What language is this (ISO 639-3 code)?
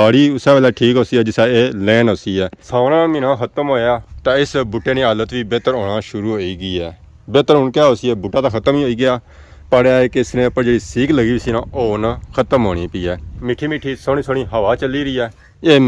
phr